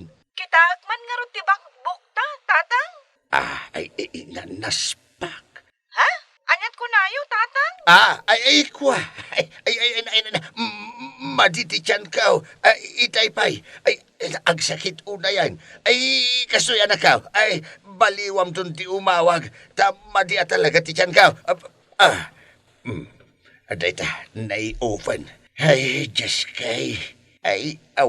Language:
Iloko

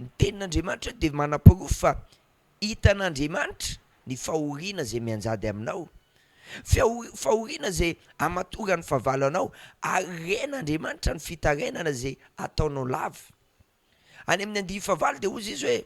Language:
Malagasy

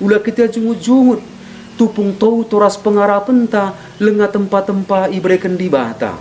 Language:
Batak Karo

